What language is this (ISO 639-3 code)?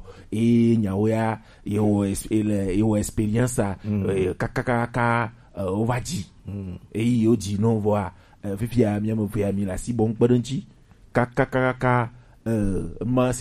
gej